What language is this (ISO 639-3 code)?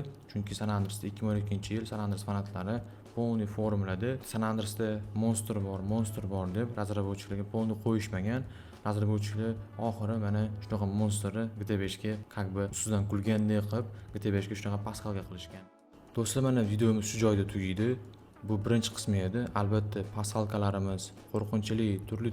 uzb